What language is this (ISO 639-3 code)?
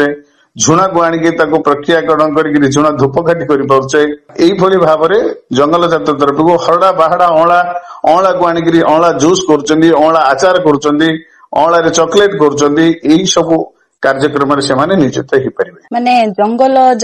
ori